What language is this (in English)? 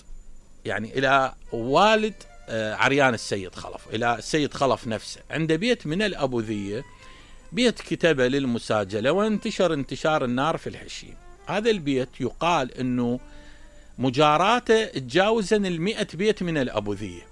Mesopotamian Arabic